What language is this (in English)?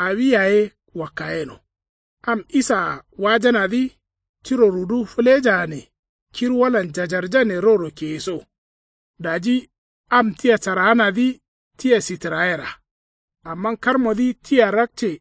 Kanuri